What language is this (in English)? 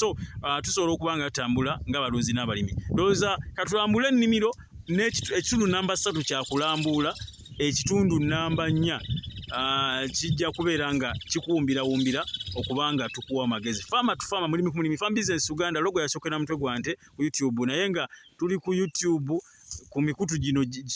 Ganda